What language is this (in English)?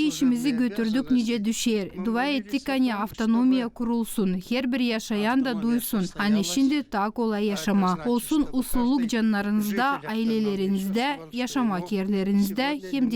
Gagauz